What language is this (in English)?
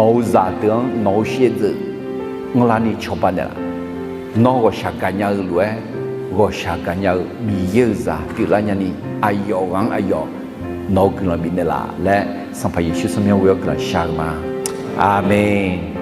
Akha